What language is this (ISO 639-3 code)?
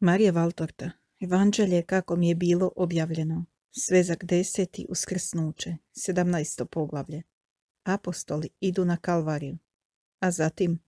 hrv